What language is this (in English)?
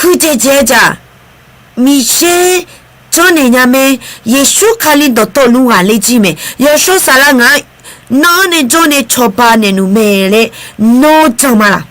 Akha